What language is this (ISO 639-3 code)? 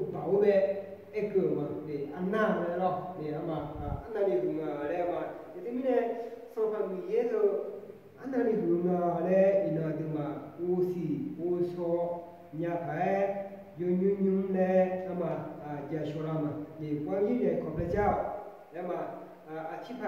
ahk